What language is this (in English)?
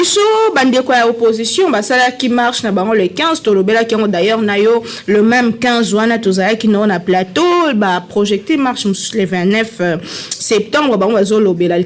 Lingala